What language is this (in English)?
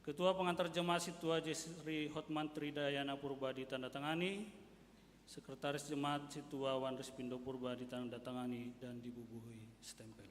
Batak Simalungun